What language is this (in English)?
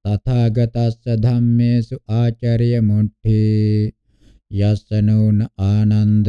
Pali